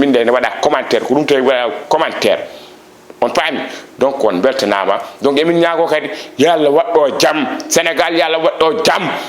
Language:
Fula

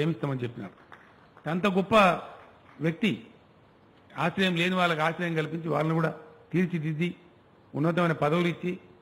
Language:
Telugu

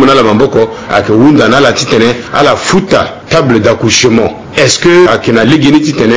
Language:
Sango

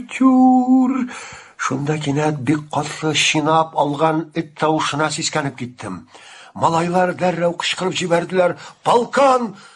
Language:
Tatar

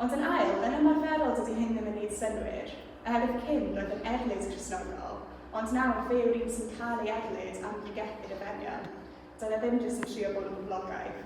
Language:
Welsh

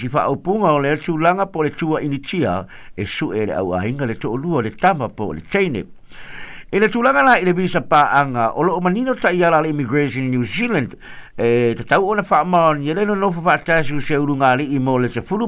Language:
Samoan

